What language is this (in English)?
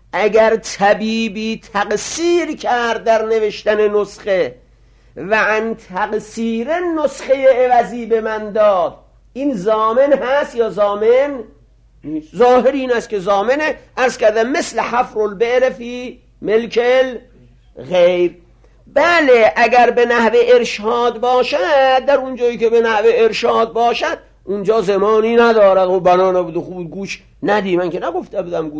Persian